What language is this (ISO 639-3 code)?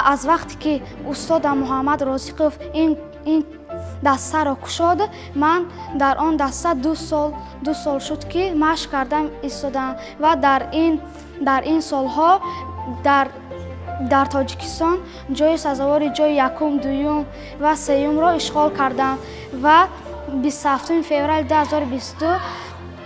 tgk